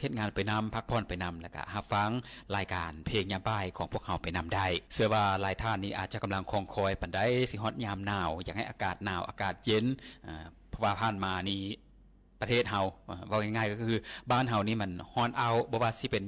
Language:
Lao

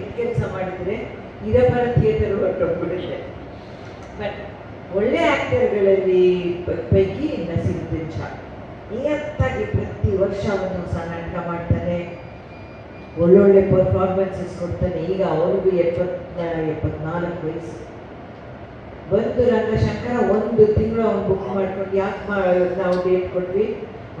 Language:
Kannada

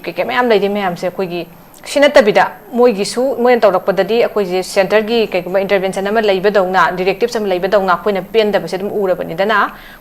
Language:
Manipuri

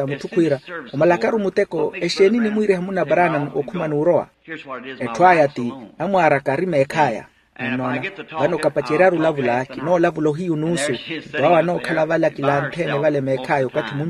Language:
Makhuwa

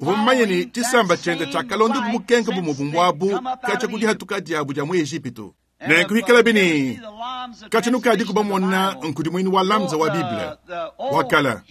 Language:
Luba-Lulua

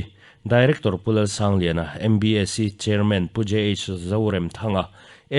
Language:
Mizo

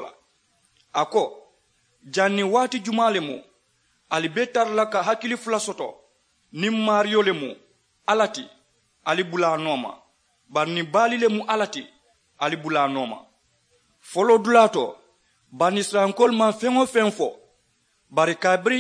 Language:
Mandingo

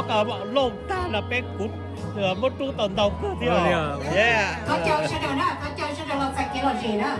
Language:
Hmong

